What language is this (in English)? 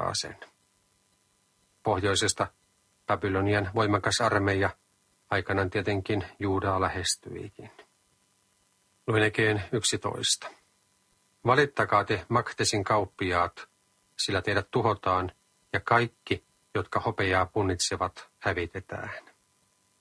Finnish